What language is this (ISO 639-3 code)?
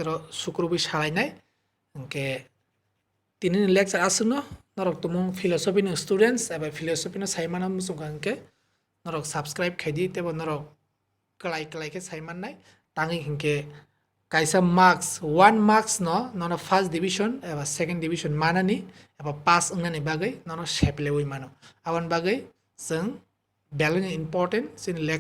trp